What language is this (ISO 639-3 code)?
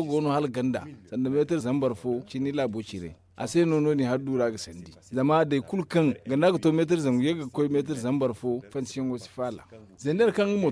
dje